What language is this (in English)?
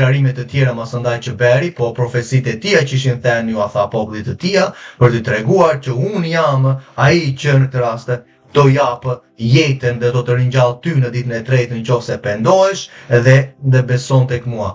Albanian